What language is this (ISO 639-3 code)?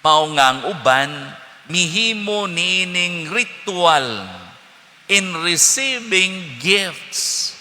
ceb